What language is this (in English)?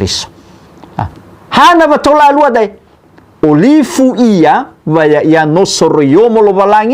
Nias